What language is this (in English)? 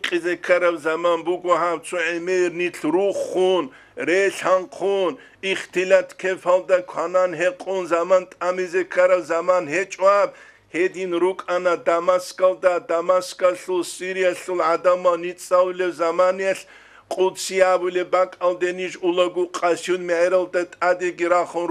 Avaric